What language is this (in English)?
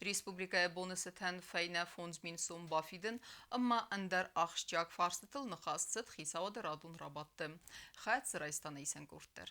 Ossetic